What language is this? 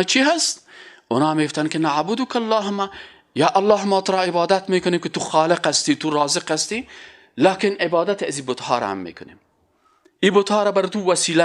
Persian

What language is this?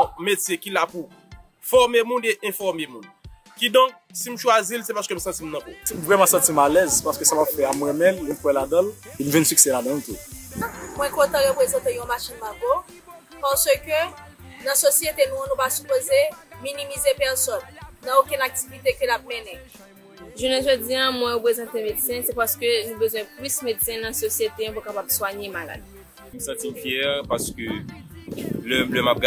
Haitian Creole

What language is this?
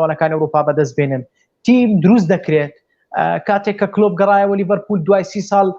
Central Kurdish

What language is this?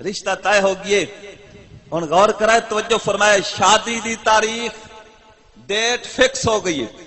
Saraiki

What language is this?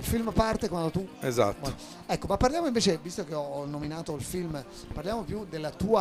Italian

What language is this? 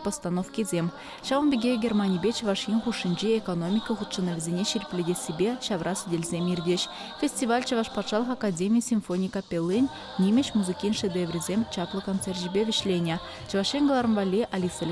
Chuvash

